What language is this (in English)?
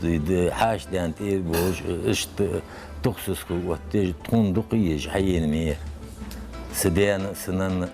Ingush